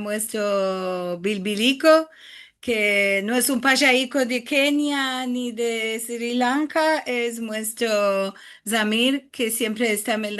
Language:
Ladino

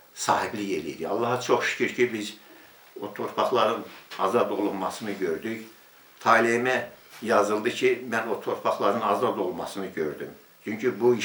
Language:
Azerbaijani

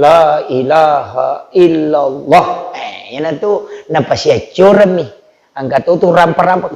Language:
Buginese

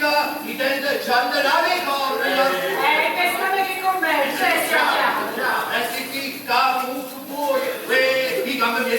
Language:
Neapolitan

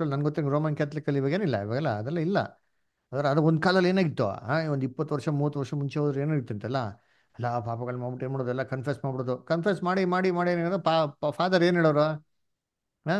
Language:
Kannada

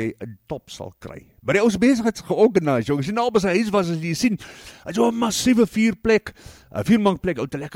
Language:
Afrikaans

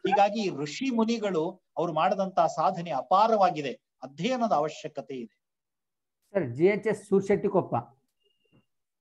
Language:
Kannada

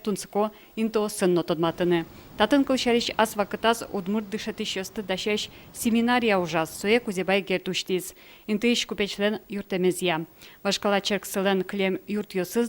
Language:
Udmurt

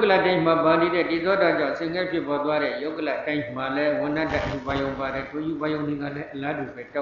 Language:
Burmese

